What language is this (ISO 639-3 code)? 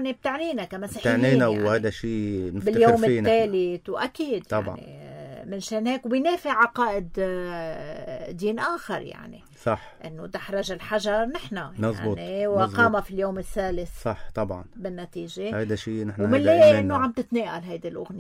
apc